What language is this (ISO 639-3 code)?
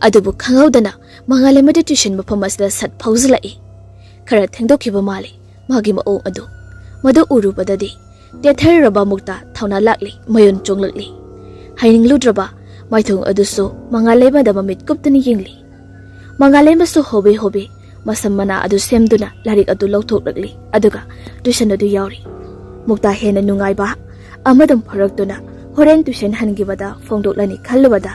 mni